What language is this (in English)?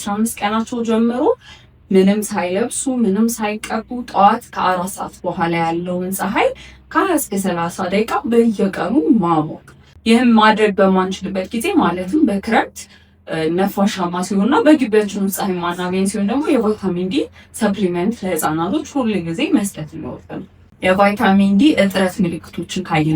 Amharic